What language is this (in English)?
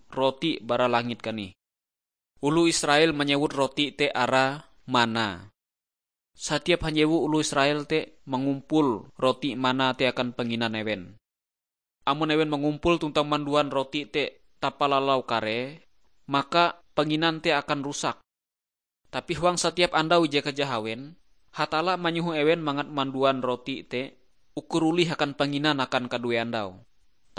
Ngaju